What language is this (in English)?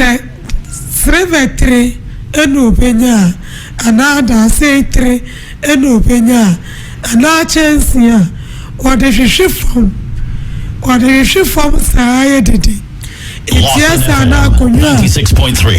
Akan